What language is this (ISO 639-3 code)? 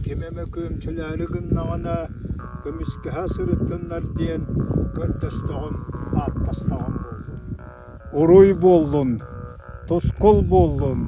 sah